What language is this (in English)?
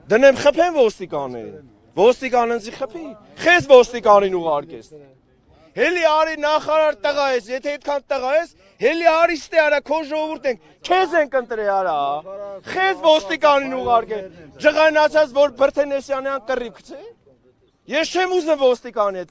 Armenian